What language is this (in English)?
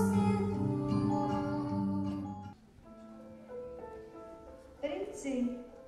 Czech